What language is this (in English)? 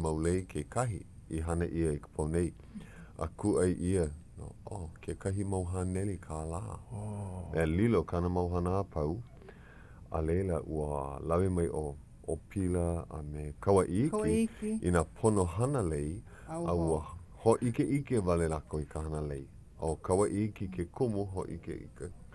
Hawaiian